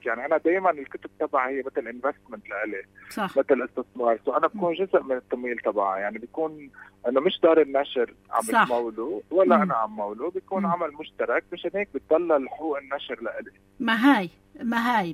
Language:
North Levantine Arabic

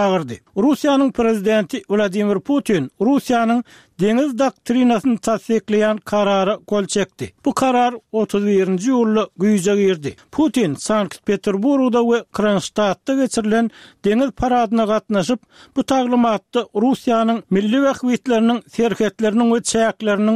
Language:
Turkmen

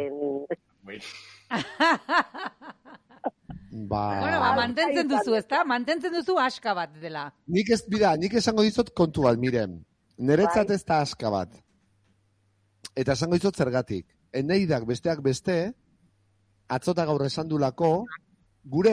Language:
Basque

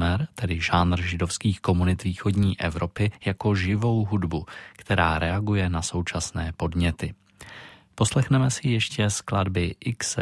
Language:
Czech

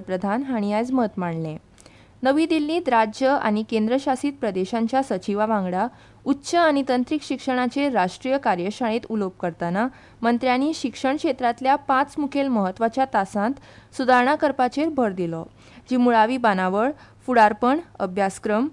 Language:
Konkani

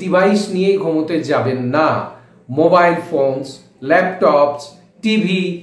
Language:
Bangla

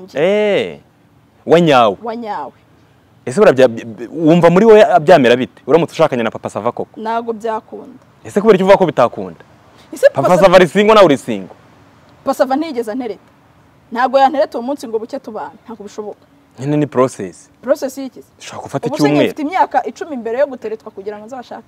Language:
Kinyarwanda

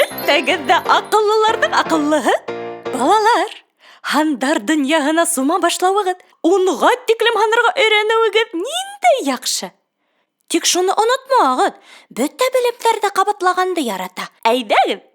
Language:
Bashkir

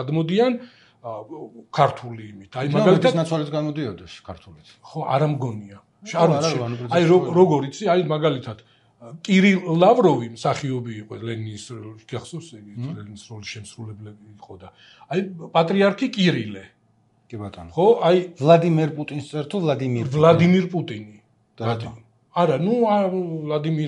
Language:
Georgian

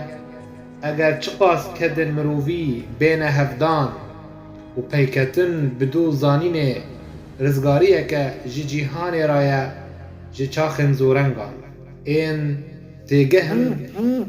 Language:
Kurdish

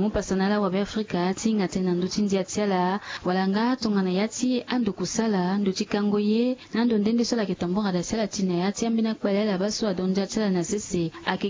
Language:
Sango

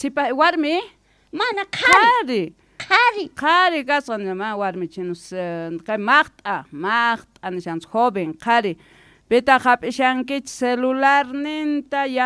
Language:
South Bolivian Quechua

